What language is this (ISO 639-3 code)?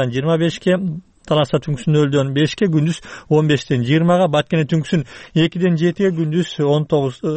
kir